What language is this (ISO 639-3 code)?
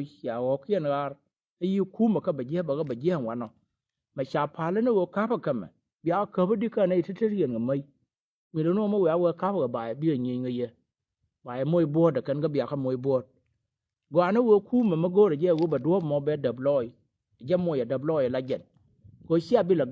nus